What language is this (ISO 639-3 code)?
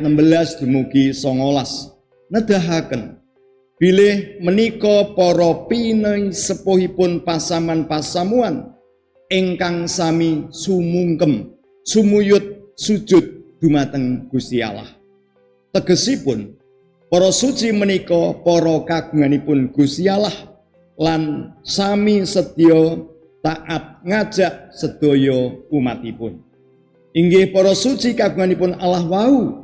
jav